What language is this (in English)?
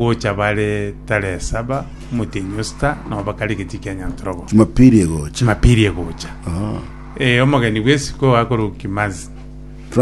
Gusii